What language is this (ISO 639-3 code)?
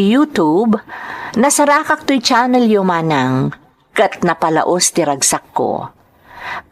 ilo